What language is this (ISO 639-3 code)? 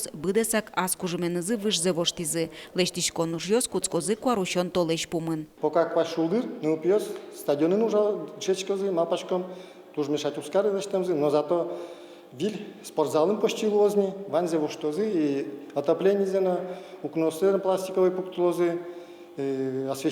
udm